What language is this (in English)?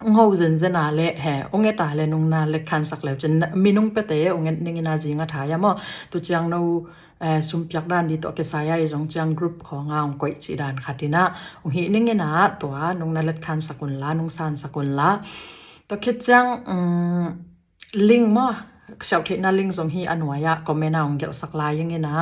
Tedim Chin